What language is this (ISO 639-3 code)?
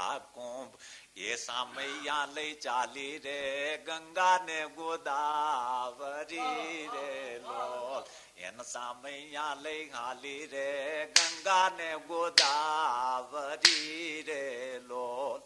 guj